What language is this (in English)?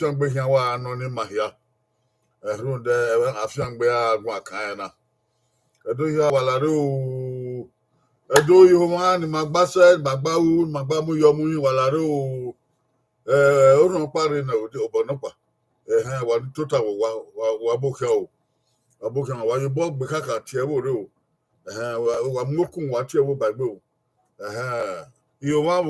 Bini